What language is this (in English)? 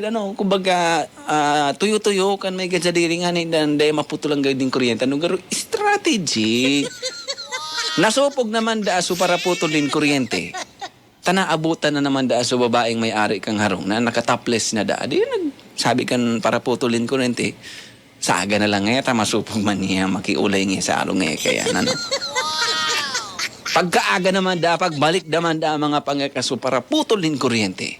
Bikol